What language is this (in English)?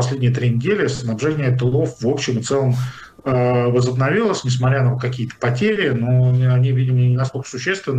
Russian